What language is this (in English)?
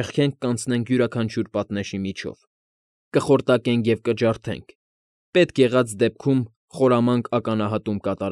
Armenian